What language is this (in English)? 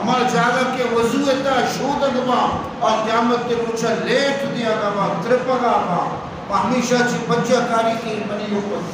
Eastern Balochi